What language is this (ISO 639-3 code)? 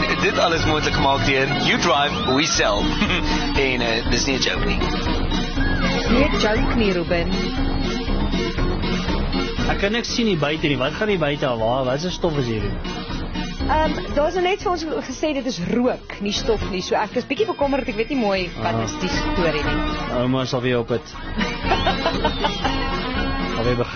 afr